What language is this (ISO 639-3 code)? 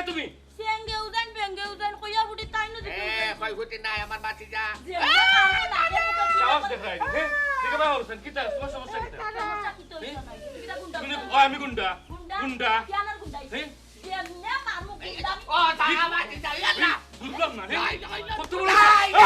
syl